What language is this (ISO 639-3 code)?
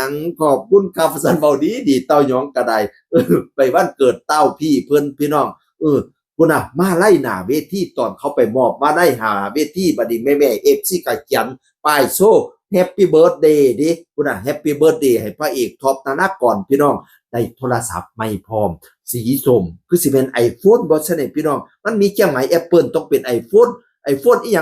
tts